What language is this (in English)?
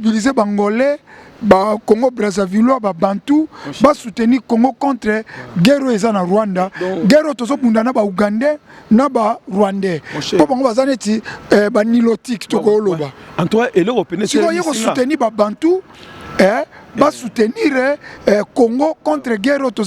Lingala